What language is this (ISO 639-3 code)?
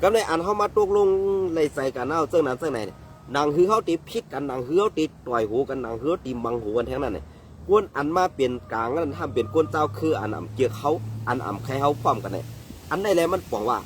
shn